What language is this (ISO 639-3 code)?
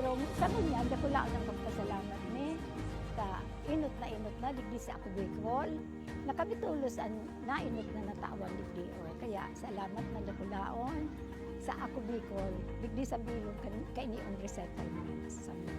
bik